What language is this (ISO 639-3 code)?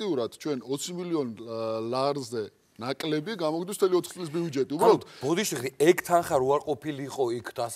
kat